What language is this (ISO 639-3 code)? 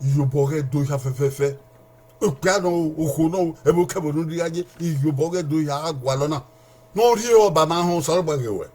bin